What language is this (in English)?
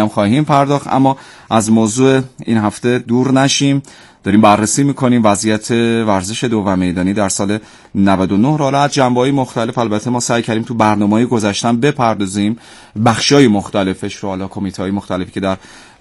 Persian